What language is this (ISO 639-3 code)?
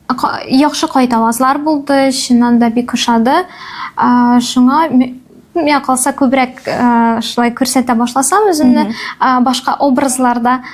tat